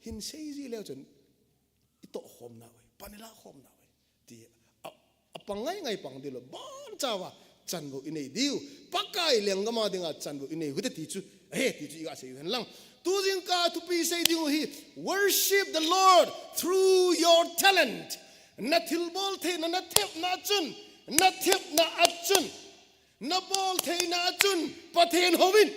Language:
Thado Chin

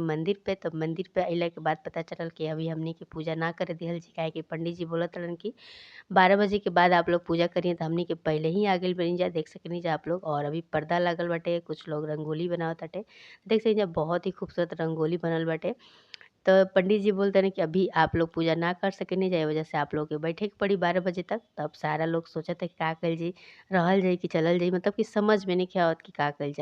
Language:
Bhojpuri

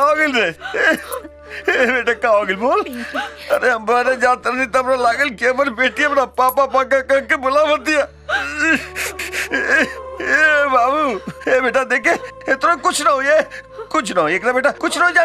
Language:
Bhojpuri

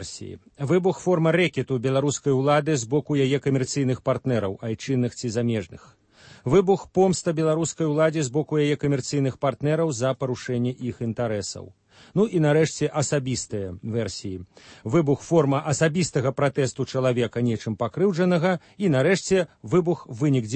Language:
Belarusian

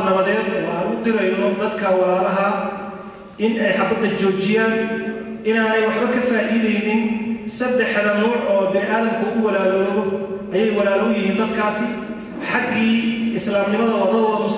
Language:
Somali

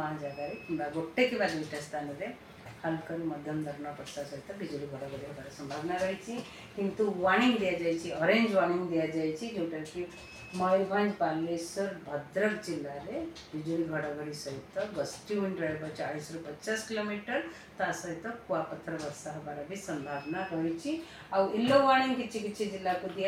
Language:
Odia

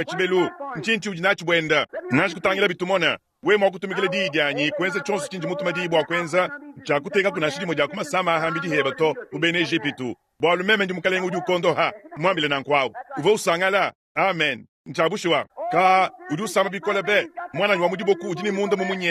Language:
Luba-Lulua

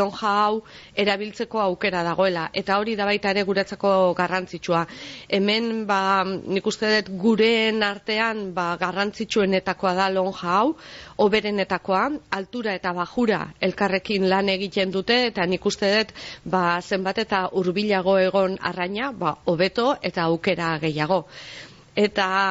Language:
Basque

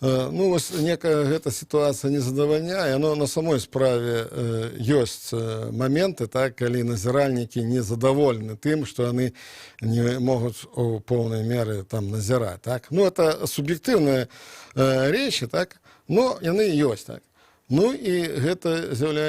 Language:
Belarusian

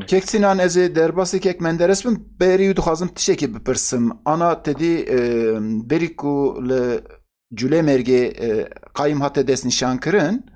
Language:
Kurdish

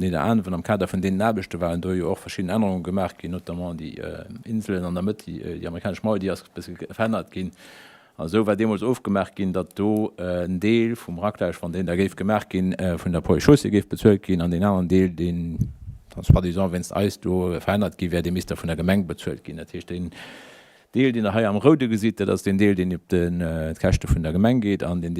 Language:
Luxembourgish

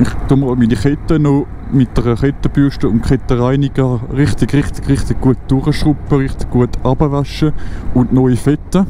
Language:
Swiss German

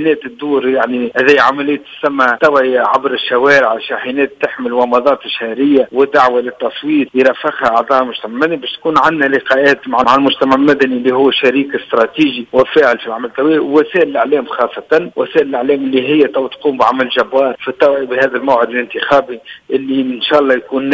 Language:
Tunisian Arabic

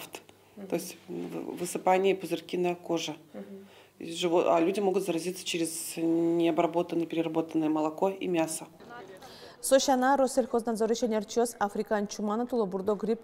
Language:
Udmurt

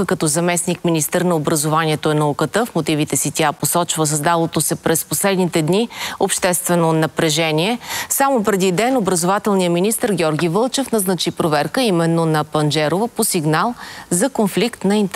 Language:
Bulgarian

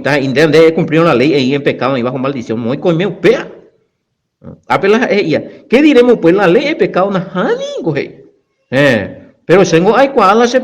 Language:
Guarani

